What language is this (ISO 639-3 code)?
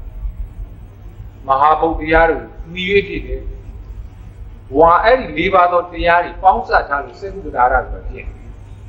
mya